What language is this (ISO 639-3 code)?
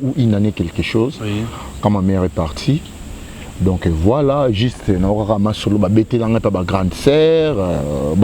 lin